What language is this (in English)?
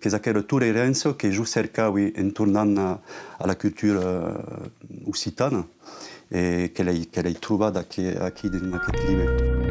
Occitan